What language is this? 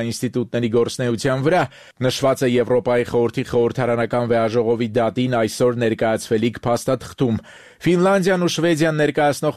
Armenian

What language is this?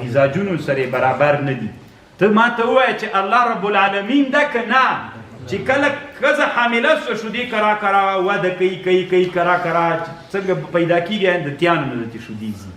Pashto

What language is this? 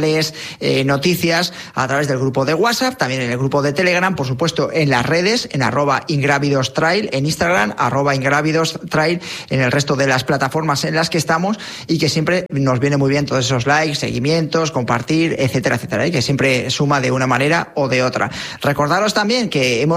Spanish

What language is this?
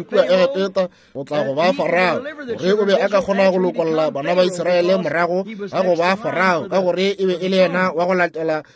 Northern Sotho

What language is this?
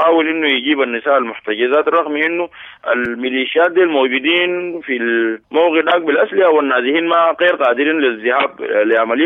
Sudanese Arabic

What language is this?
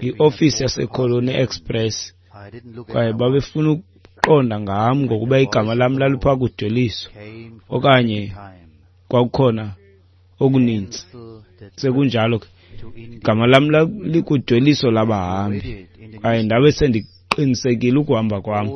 Xhosa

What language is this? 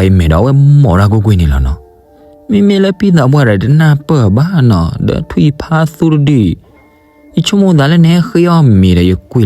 S'gaw Karen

